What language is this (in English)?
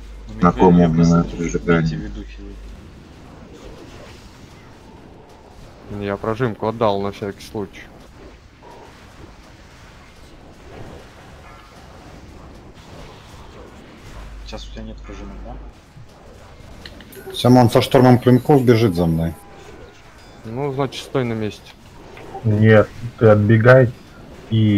Russian